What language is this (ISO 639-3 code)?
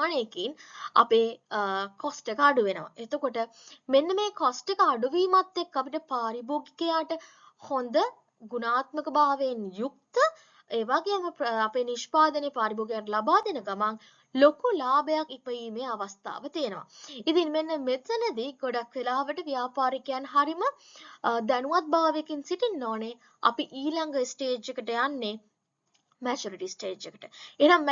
sin